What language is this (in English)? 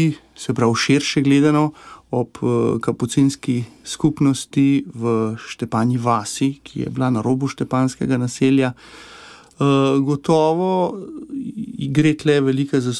Slovenian